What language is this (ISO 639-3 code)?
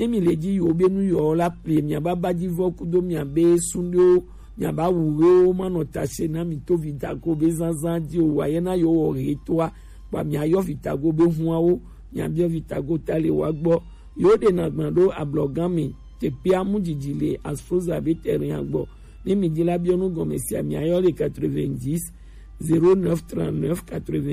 gej